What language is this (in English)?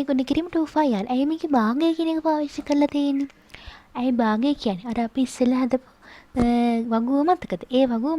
Sinhala